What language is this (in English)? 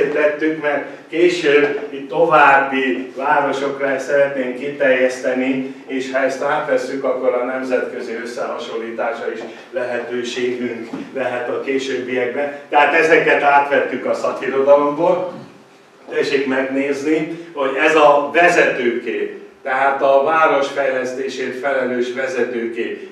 Hungarian